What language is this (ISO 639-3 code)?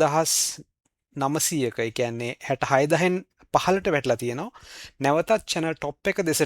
sin